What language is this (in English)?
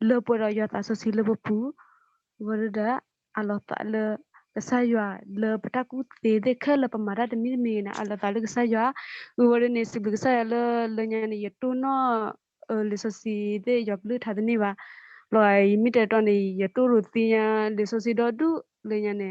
S'gaw Karen